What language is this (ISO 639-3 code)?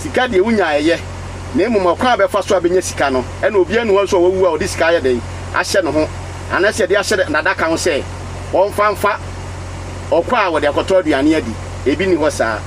aka